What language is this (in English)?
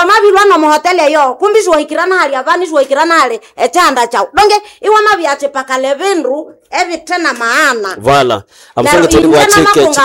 Nande